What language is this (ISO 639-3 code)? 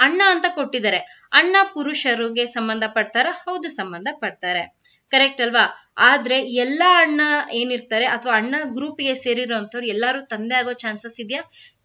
kan